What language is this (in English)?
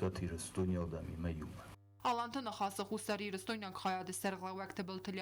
Ossetic